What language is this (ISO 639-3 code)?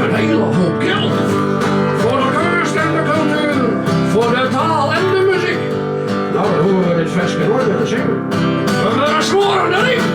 fry